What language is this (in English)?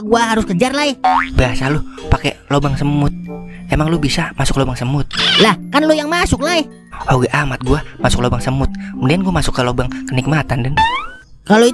Betawi